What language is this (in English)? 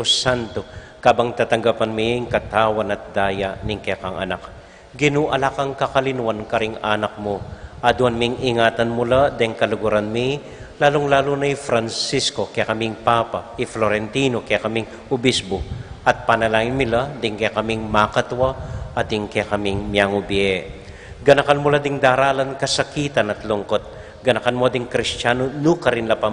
Pampanga